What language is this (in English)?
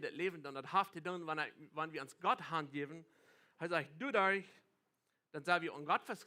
Plautdietsch